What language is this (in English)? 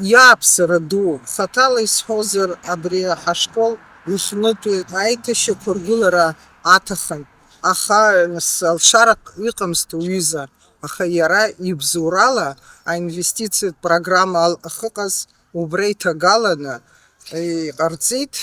Abkhazian